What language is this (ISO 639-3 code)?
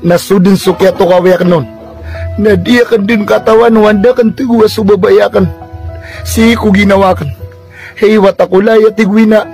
mrw